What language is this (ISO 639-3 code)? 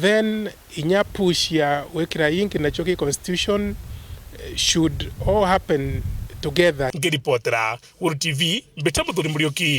mer